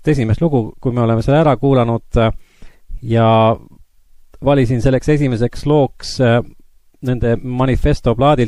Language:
Estonian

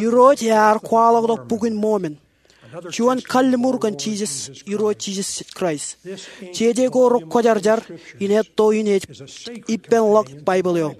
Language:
Marshallese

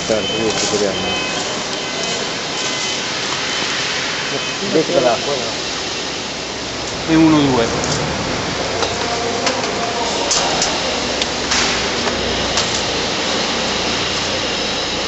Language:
Italian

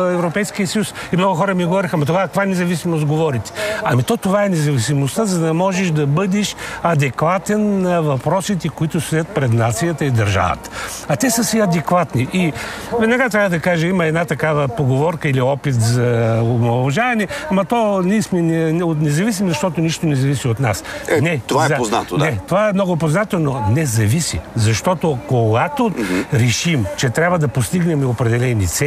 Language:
Bulgarian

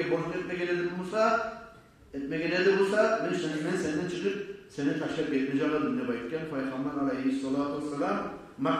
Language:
Kumyk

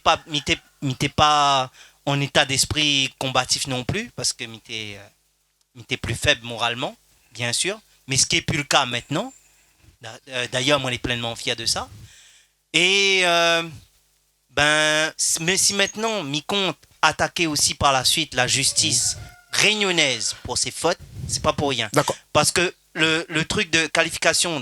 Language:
Réunion Creole French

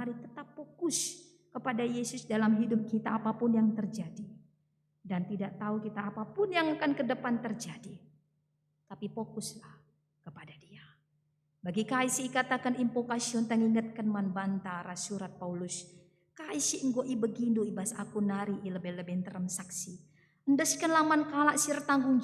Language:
Batak Karo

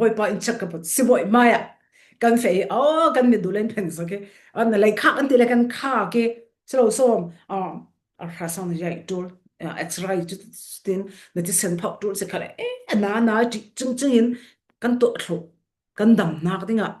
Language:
Falam Chin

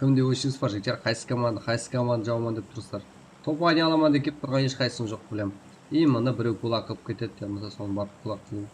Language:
Kara-Kalpak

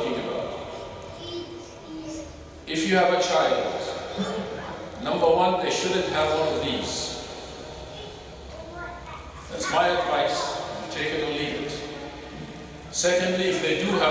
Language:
English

